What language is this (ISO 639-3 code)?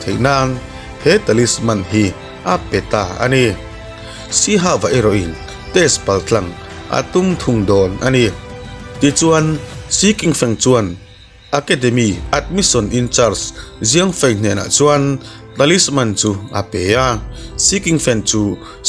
lus